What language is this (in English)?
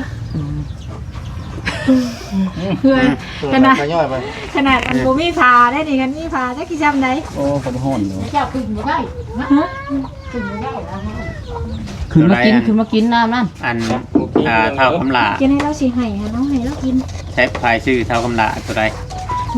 Lao